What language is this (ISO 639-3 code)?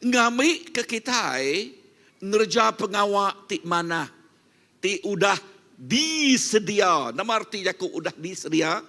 iba